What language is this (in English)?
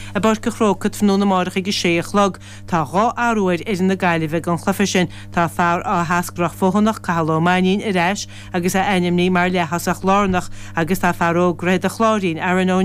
Irish